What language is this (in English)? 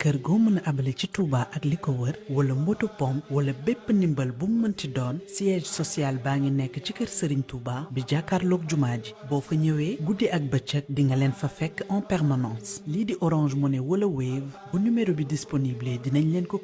Wolof